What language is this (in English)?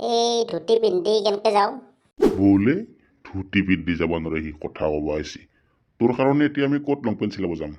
Assamese